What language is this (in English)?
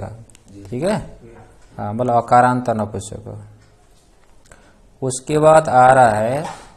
Hindi